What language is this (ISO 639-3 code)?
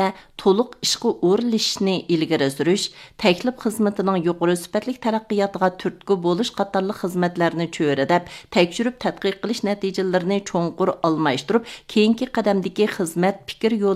uig